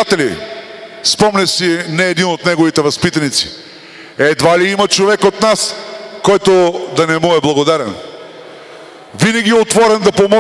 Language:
Bulgarian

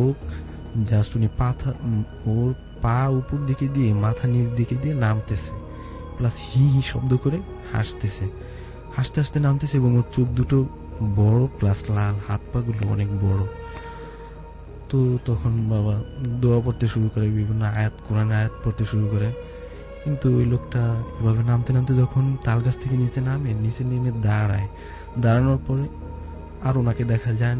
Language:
Bangla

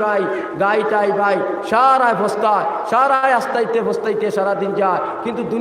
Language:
Sylheti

